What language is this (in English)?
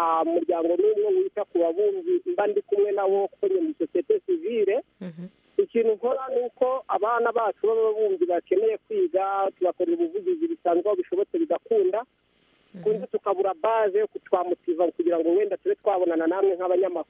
Kinyarwanda